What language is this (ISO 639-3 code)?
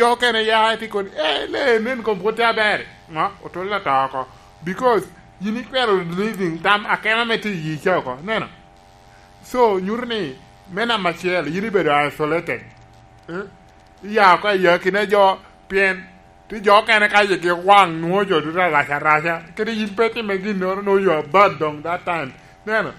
laj